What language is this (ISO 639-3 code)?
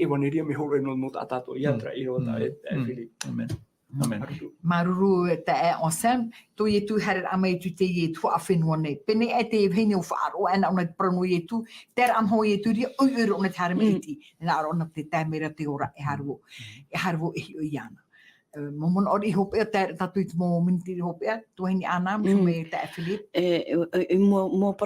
tah